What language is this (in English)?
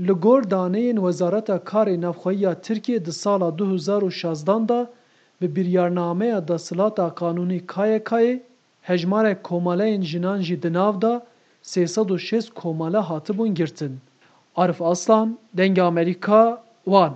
Kurdish